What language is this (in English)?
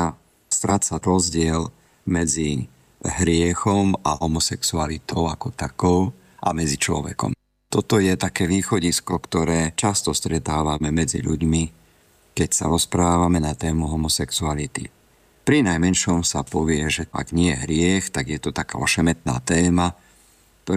Slovak